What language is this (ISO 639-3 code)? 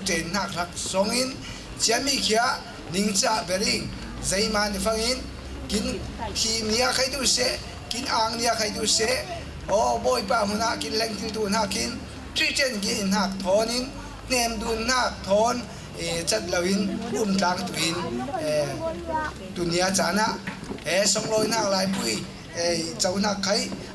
cfm